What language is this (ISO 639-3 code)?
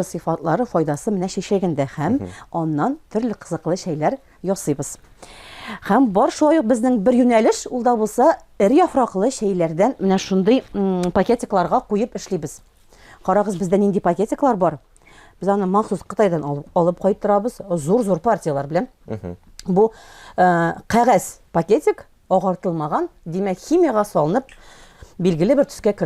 tat